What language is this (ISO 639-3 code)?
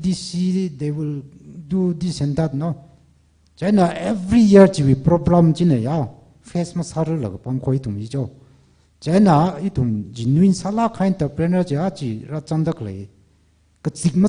nmf